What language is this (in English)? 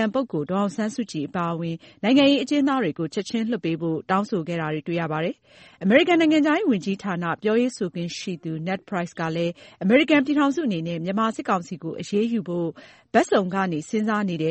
Burmese